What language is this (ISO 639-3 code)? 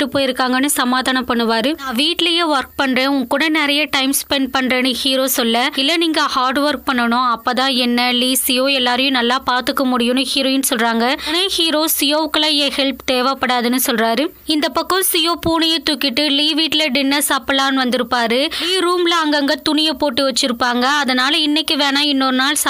tam